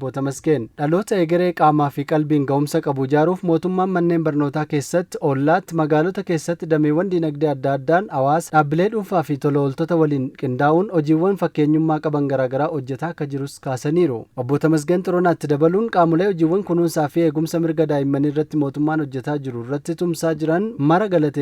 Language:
Oromo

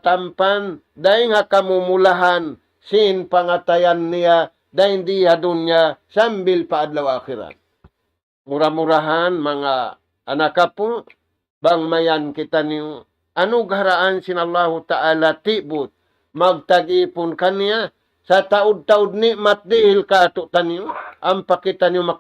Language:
Tausug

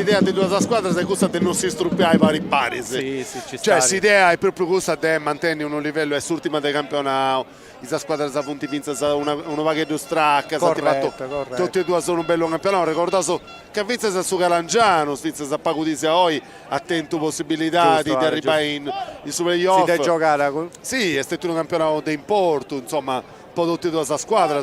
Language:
Sardinian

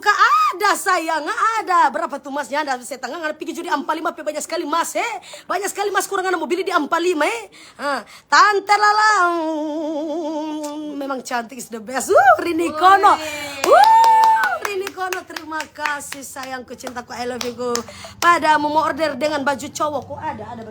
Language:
Manado Malay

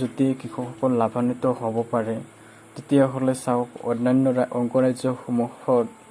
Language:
Assamese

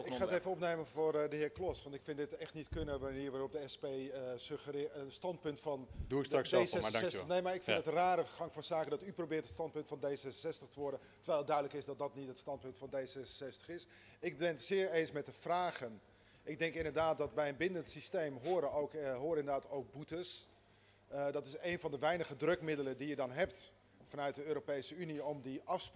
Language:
Dutch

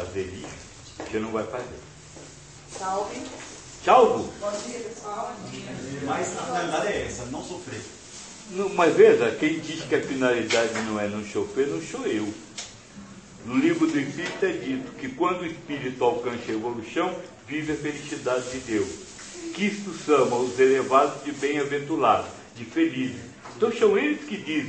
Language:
Portuguese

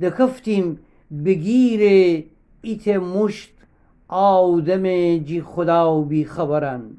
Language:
Gilaki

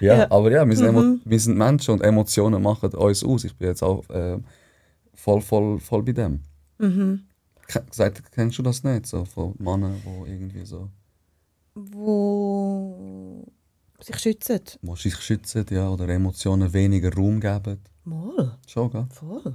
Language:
Swiss German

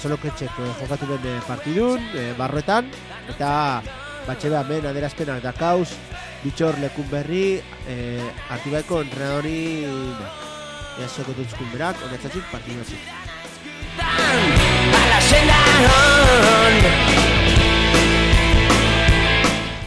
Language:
Basque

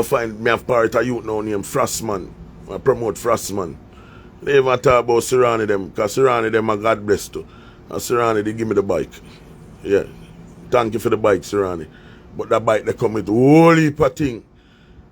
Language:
Jamaican Creole English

